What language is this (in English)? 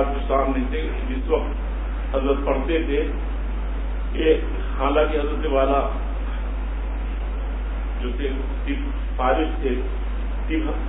Urdu